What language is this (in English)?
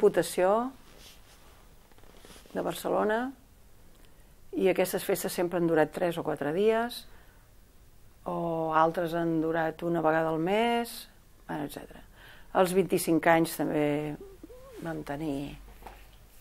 Catalan